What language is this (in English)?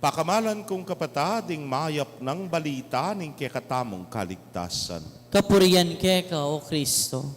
Pampanga